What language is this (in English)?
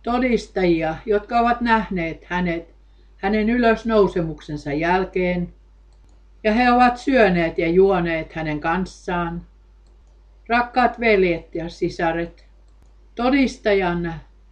Finnish